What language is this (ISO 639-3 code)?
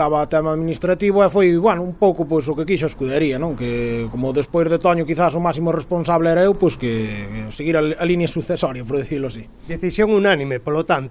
glg